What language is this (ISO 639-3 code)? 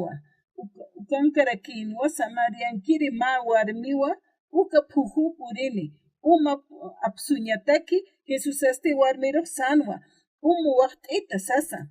aym